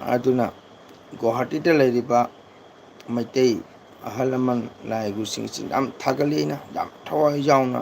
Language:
Manipuri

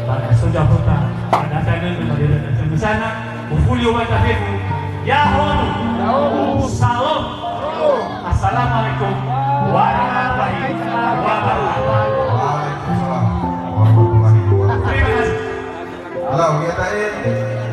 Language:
Nias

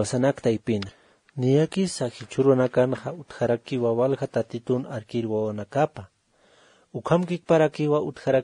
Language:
Aymara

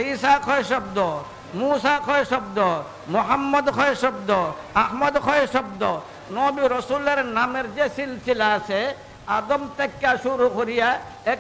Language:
Sylheti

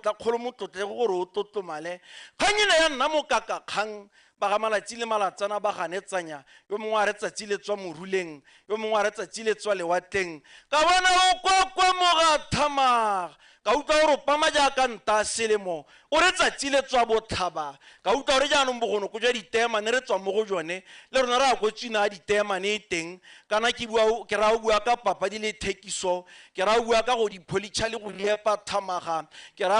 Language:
Tswana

